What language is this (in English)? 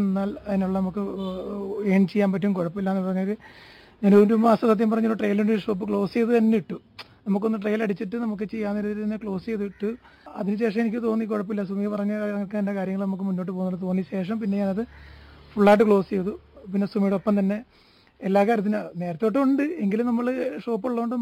Malayalam